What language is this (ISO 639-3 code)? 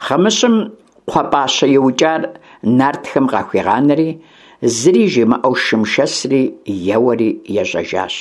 kbd